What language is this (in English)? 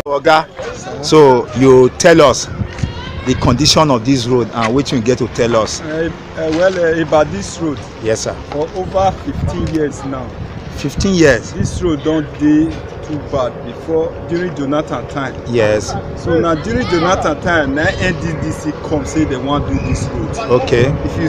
Nigerian Pidgin